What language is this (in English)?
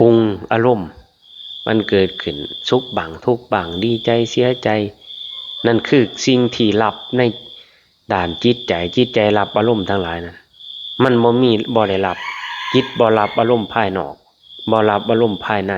Lao